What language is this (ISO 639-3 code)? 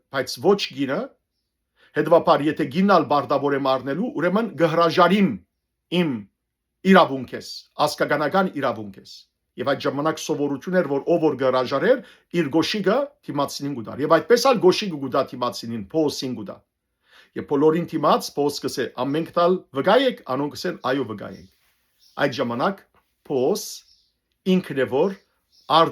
hyw